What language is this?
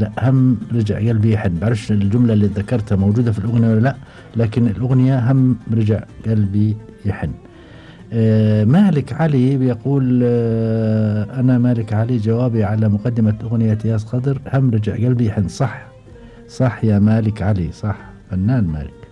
Gulf Arabic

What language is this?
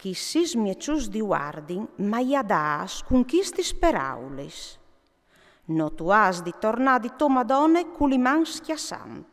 Friulian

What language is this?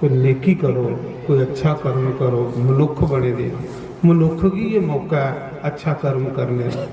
Dogri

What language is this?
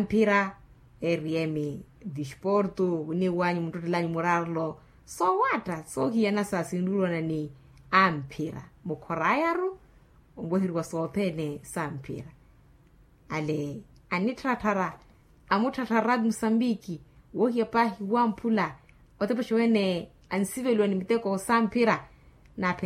Makhuwa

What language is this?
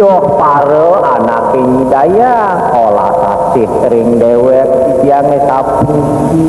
Balinese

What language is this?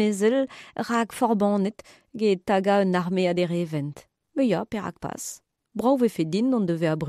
Breton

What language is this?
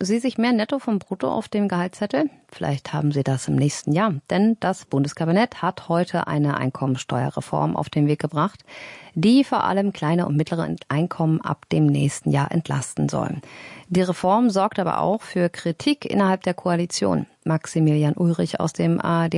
German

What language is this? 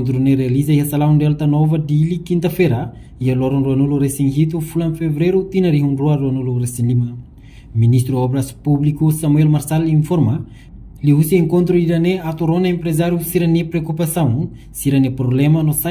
Tetum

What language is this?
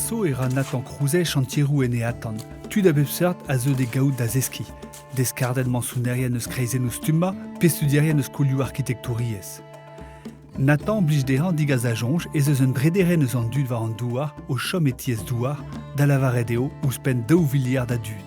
Breton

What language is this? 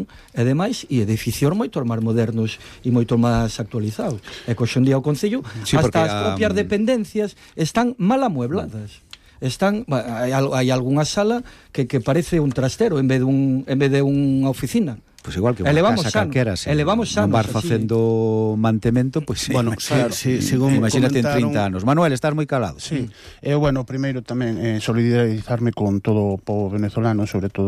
Galician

